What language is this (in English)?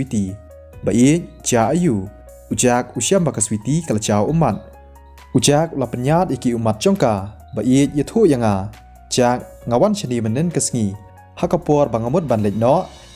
Khasi